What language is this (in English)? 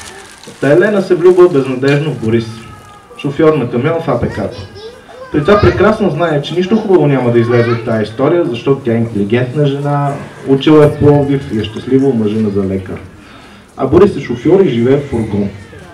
Bulgarian